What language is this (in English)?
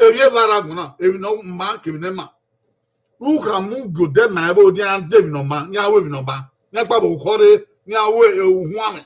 Bini